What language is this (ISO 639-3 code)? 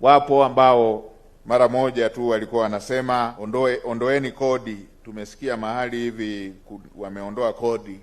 swa